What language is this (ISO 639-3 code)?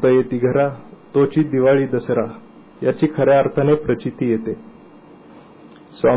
mar